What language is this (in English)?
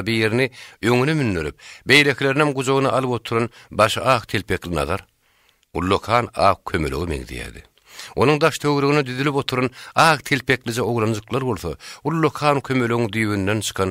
Turkmen